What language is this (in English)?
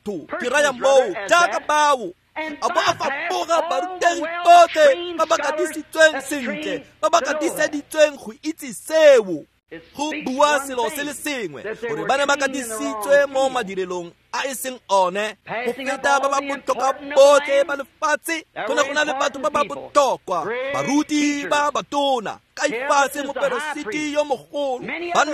Tswana